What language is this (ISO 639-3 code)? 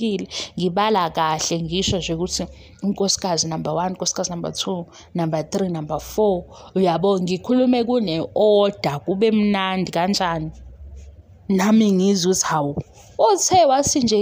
zul